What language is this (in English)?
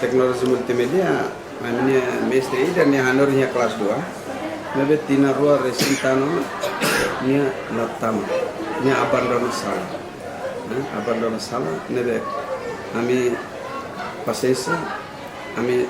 Tetum